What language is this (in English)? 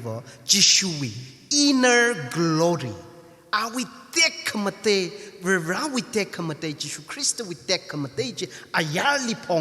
Tangkhul Naga (India)